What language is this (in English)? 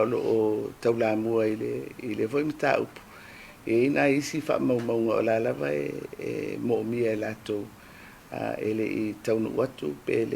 Samoan